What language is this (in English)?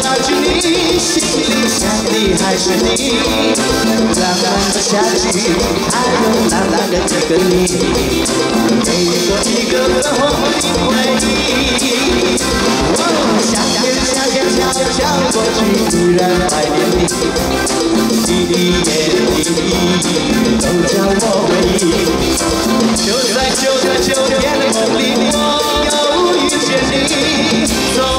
Chinese